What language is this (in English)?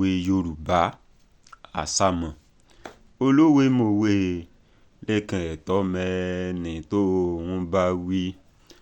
Yoruba